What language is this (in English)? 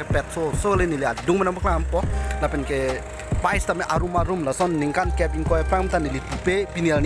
Karbi